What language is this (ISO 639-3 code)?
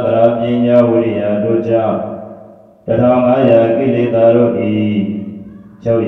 mya